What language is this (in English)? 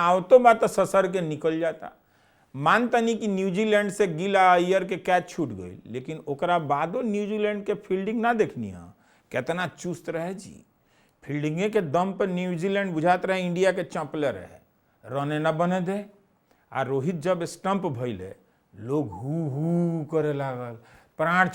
Bhojpuri